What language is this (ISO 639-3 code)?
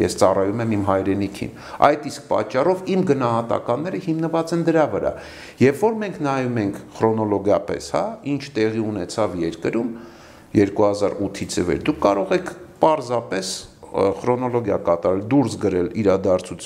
hye